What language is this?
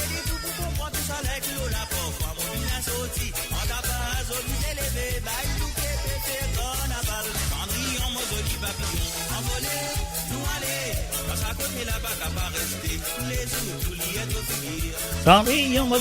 Morisyen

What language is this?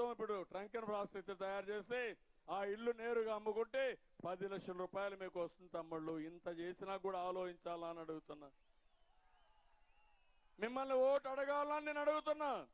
Telugu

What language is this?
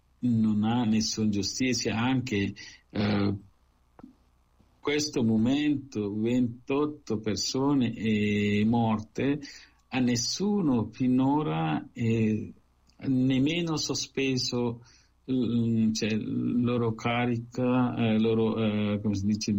Italian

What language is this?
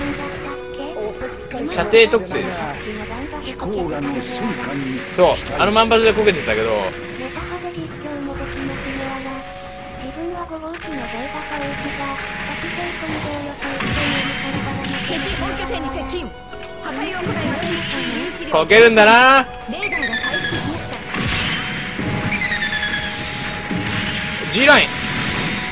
Japanese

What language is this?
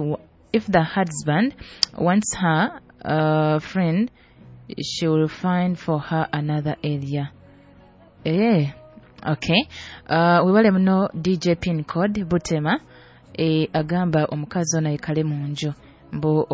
Nyoro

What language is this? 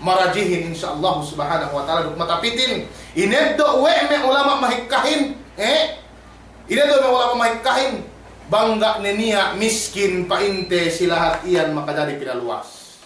Yakan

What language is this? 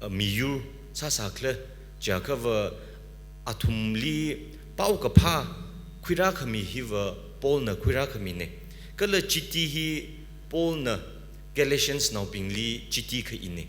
Tangkhul Naga (India)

